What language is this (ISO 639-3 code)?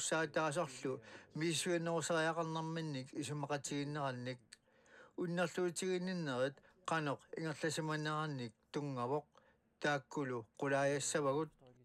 kal